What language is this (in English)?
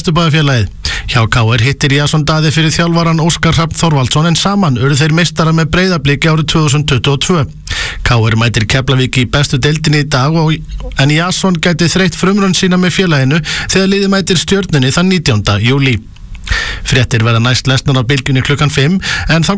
Icelandic